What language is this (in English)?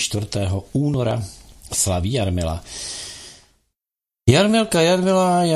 Czech